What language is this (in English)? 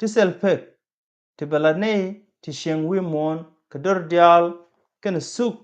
Nuer